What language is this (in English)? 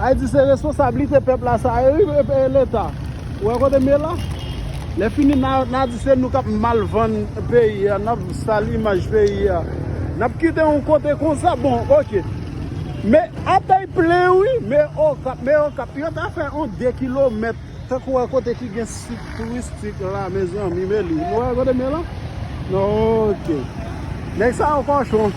Haitian Creole